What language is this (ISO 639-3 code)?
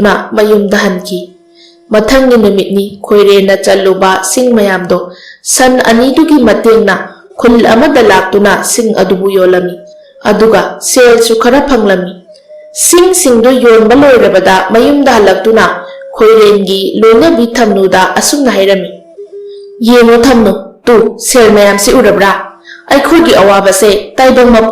mni